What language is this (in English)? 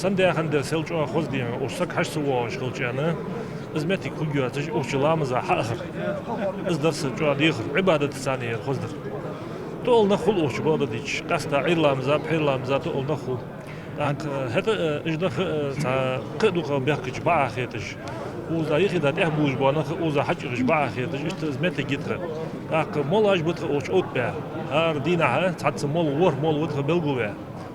Ingush